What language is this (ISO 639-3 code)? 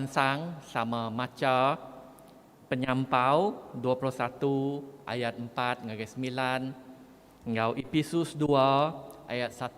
iba